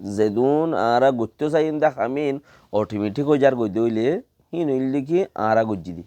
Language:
Rohingya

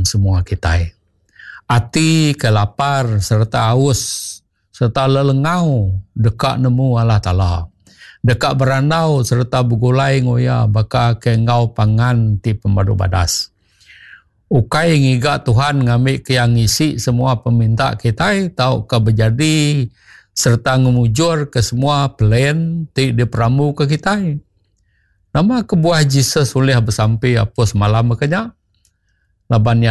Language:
Iban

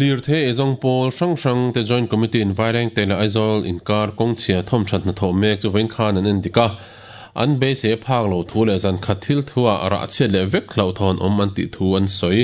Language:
Mizo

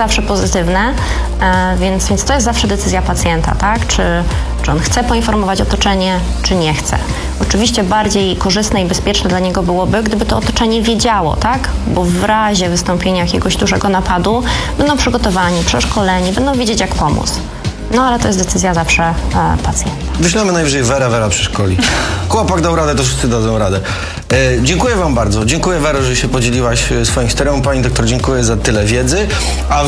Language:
Polish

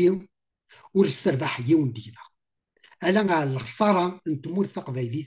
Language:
Kabyle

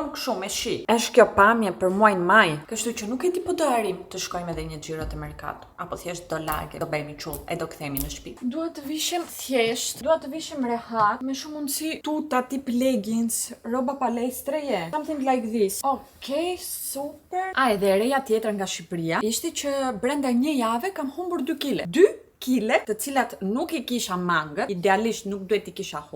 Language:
Albanian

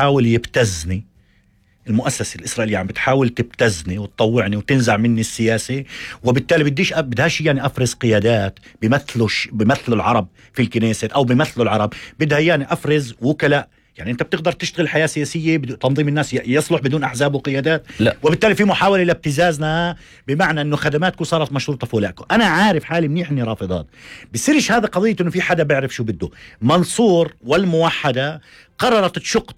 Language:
North Levantine Arabic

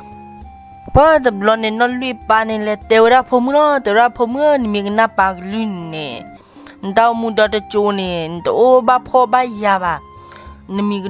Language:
S'gaw Karen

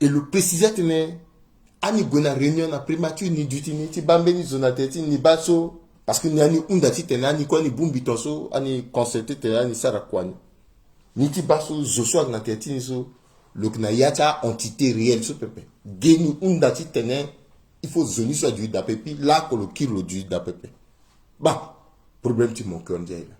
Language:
Sango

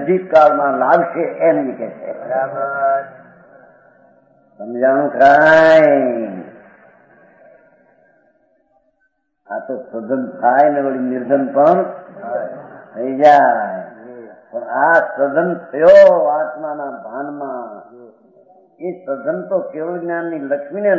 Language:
Gujarati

